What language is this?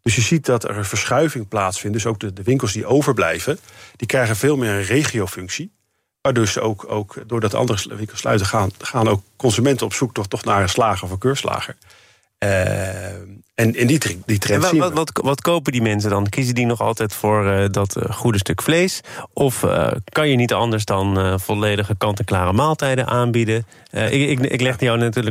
Dutch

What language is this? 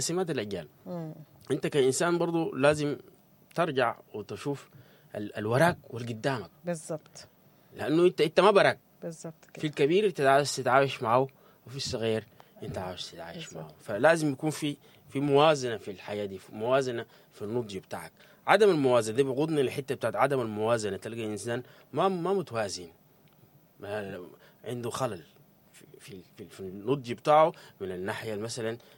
Sudanese Arabic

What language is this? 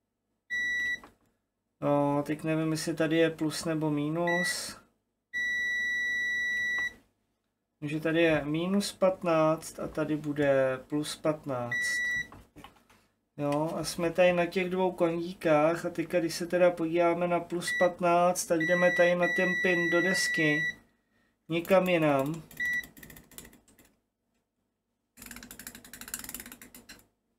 Czech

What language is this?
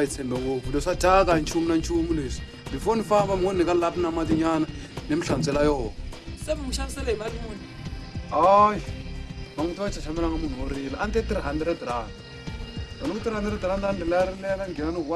Tsonga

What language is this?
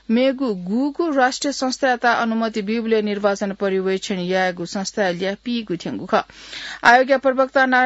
Newari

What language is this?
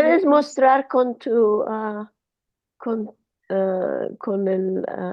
Ladino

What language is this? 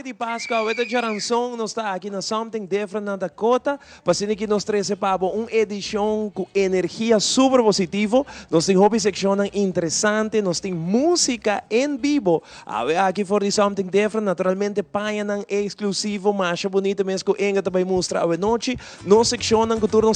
Papiamento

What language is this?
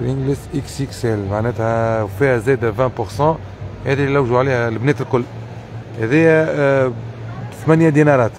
Tunisian Arabic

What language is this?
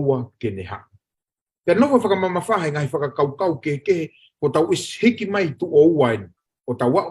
Tongan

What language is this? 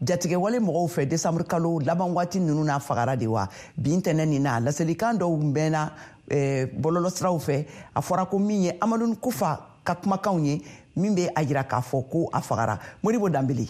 Bambara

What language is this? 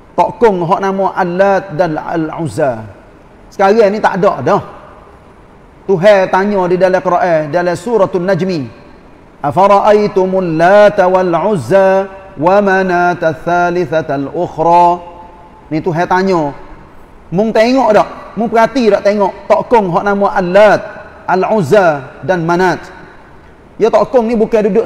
Malay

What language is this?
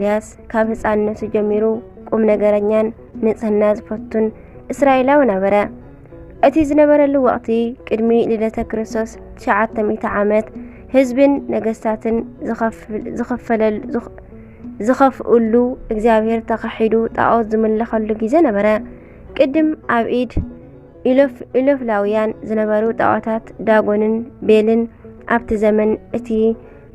Tigrinya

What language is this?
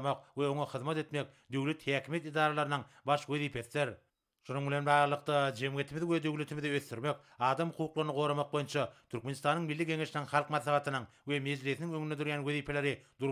Turkmen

